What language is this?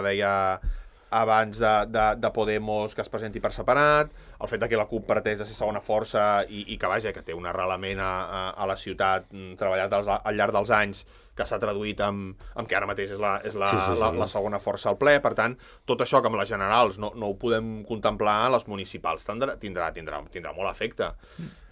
Catalan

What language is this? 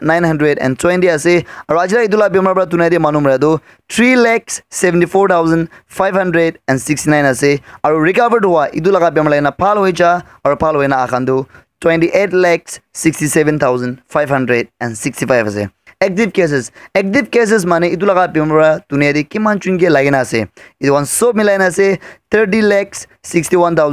Naga Pidgin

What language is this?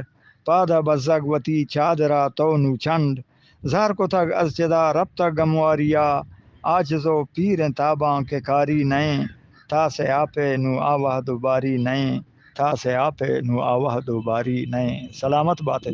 Eastern Balochi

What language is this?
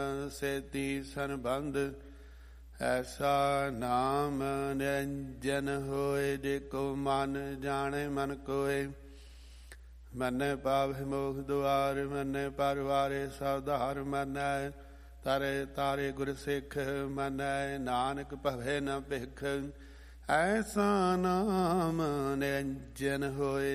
Punjabi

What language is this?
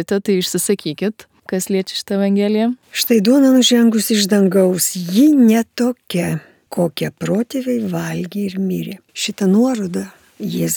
Lithuanian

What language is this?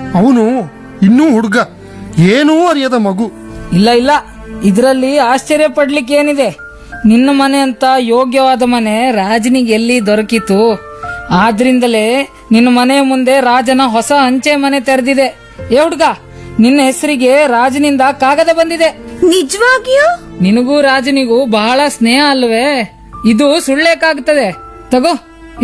Kannada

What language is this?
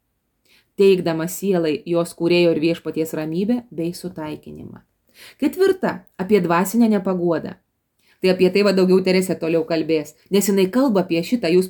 Lithuanian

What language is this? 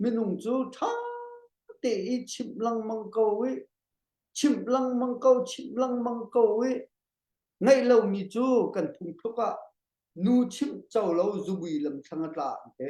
Hakha Chin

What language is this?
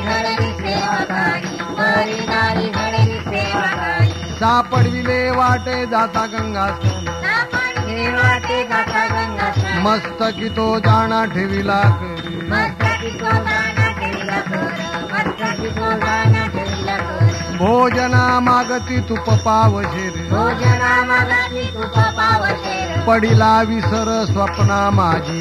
Marathi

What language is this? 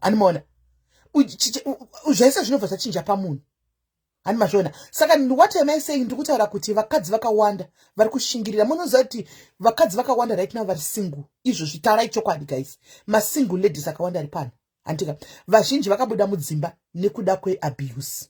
Shona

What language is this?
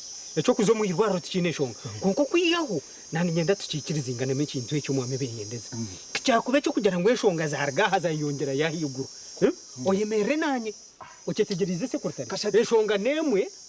Nyankole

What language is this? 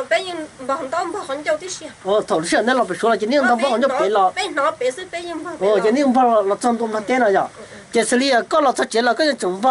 Hmong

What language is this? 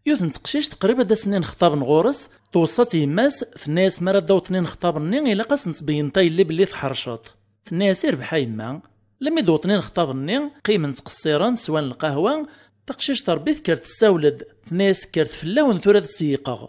Kabyle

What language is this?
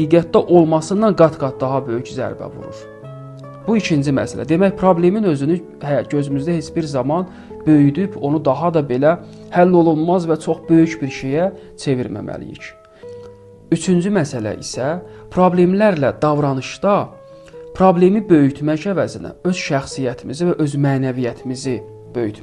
Azerbaijani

